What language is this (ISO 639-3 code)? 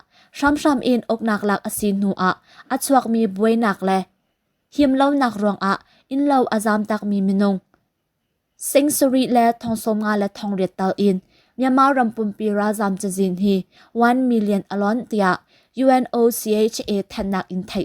cnh